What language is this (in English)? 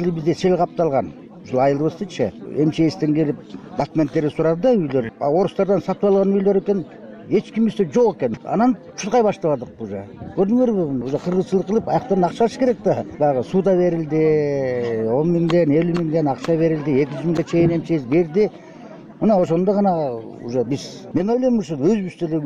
Kyrgyz